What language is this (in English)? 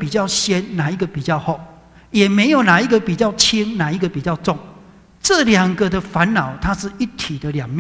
Chinese